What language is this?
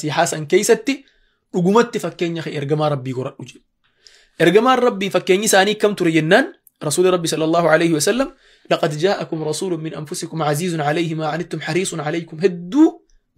Oromo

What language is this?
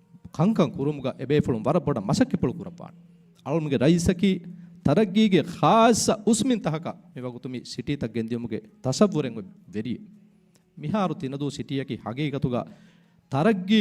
Divehi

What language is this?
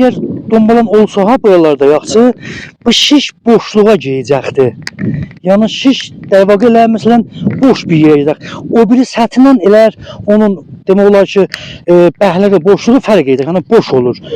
South Azerbaijani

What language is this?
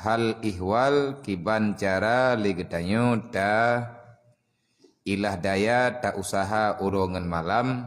Achinese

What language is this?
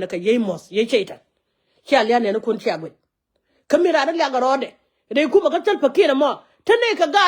Nuer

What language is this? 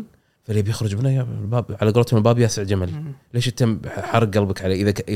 Gulf Arabic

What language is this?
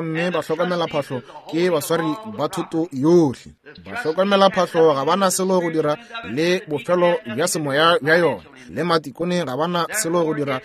Northern Sotho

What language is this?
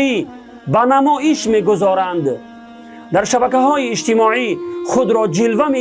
Tajik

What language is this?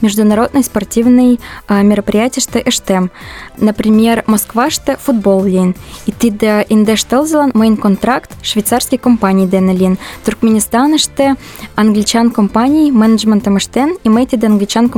Mari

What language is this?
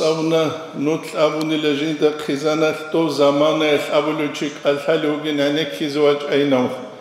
Avaric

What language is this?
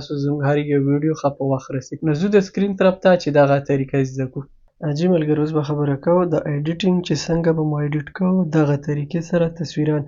Pashto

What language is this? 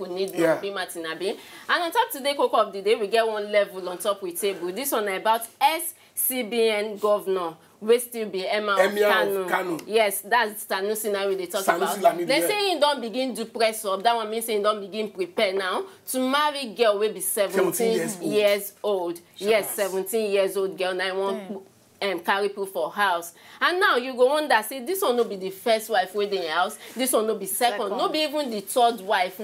Nigerian Pidgin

